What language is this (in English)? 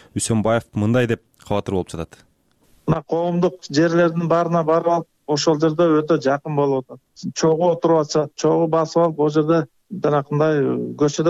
Kyrgyz